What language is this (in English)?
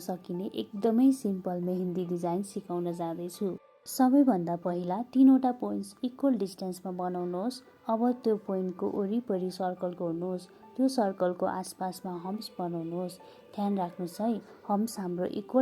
Nepali